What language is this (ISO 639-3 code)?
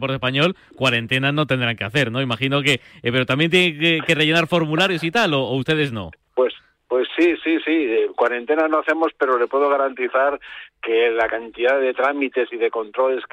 spa